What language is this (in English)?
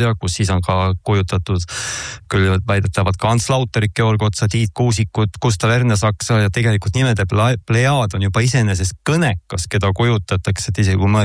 Estonian